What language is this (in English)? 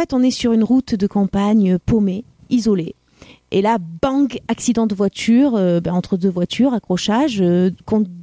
French